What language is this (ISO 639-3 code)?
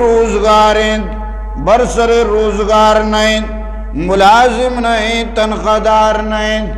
bgp